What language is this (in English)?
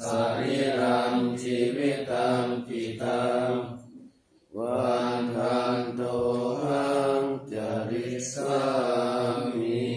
Pali